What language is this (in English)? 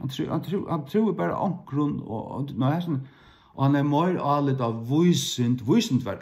Faroese